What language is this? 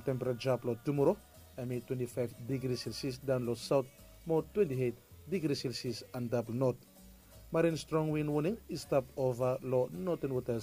Bislama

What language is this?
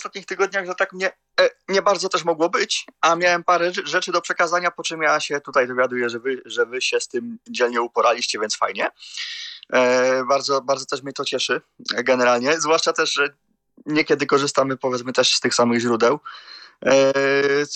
Polish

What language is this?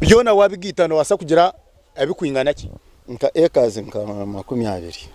Nyankole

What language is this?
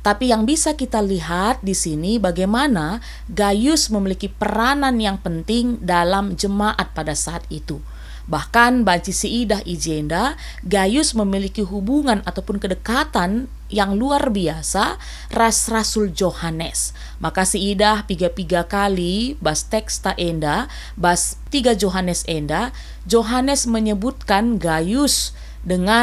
Batak Karo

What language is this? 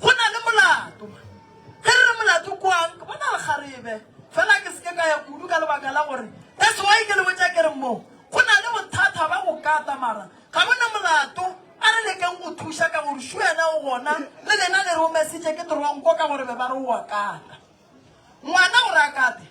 Northern Sotho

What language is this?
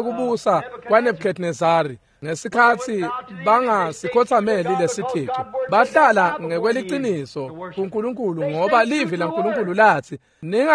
Swati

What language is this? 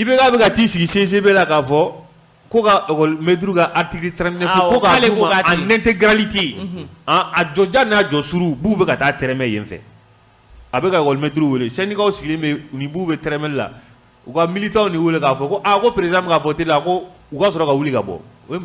Bambara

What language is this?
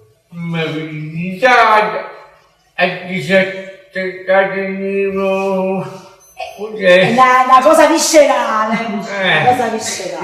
Neapolitan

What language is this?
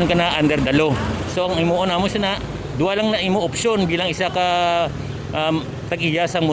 Hiligaynon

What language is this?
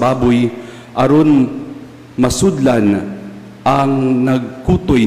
Cebuano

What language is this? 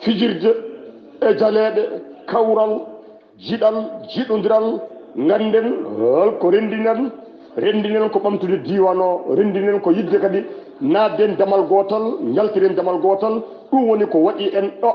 Fula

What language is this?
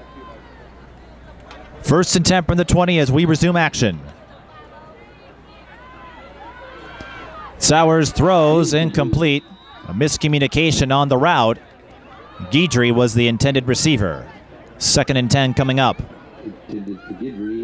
English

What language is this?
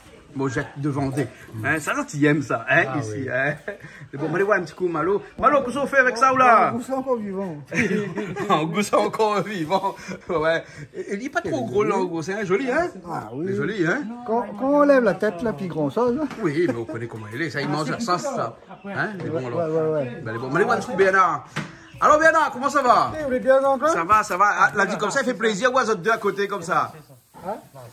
Réunion Creole French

